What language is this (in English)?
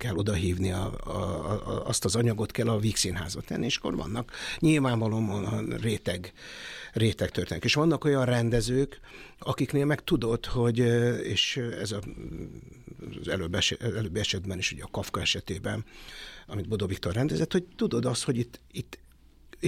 Hungarian